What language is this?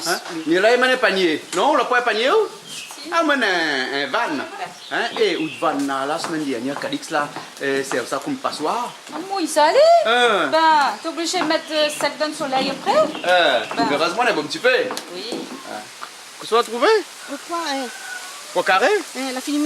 Réunion Creole French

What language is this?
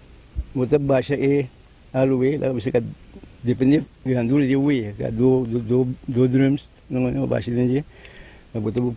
Papiamento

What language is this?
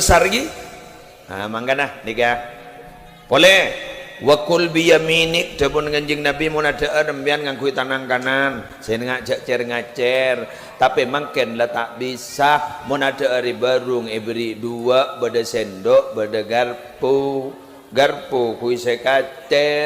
Madurese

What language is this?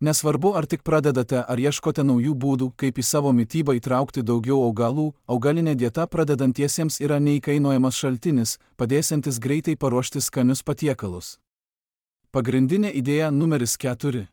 Lithuanian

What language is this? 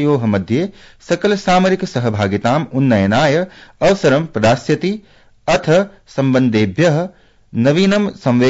Sanskrit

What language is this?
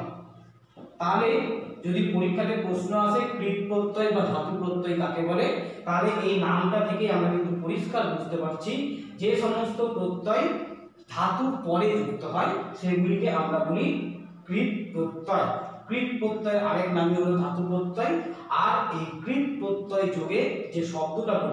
Bangla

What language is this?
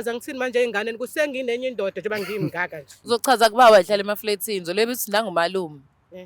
Zulu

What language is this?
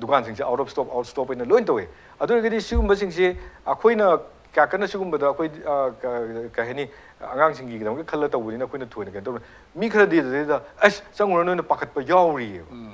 Manipuri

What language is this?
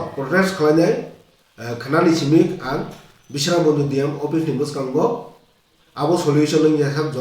Kok Borok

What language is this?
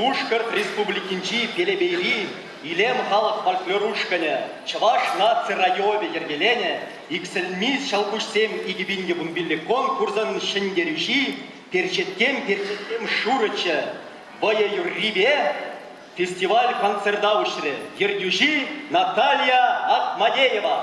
Chuvash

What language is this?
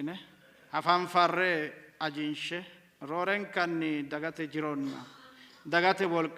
Sidamo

